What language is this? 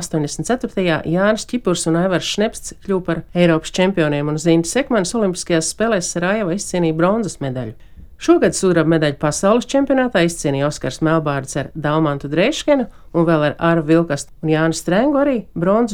Latvian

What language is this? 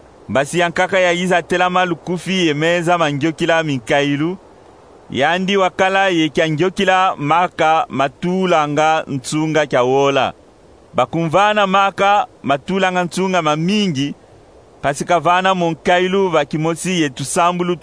Kongo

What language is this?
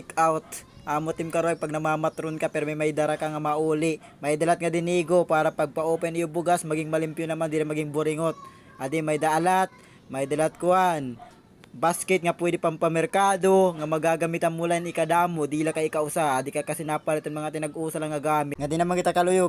Waray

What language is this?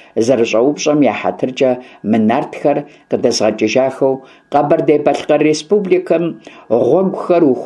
Kabardian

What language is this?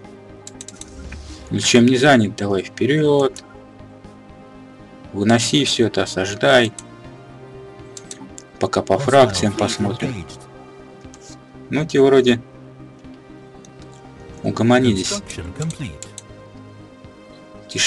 Russian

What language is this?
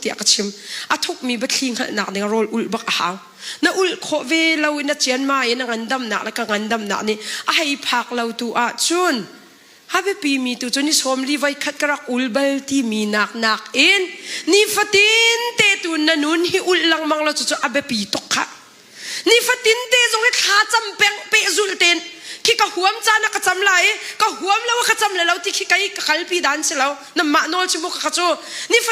Hakha Chin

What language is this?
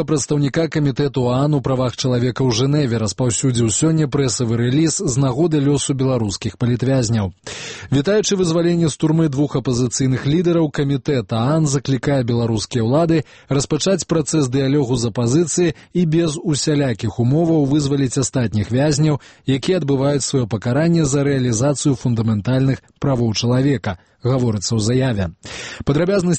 Belarusian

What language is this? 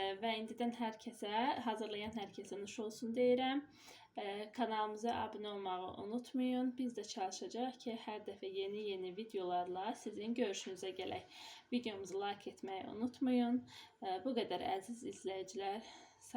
Azerbaijani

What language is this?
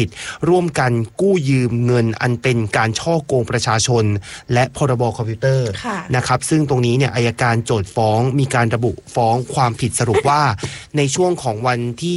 Thai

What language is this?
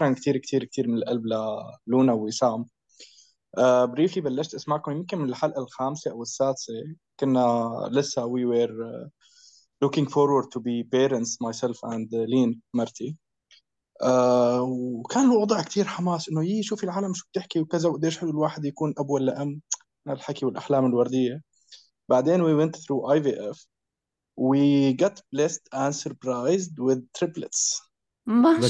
North Levantine Arabic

